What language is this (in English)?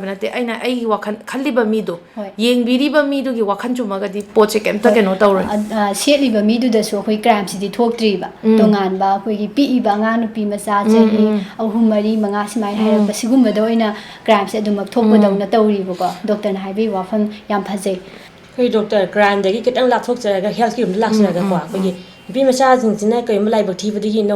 Manipuri